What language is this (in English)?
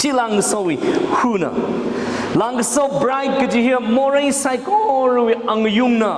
Tangkhul Naga (India)